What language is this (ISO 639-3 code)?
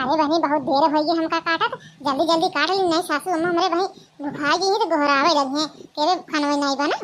awa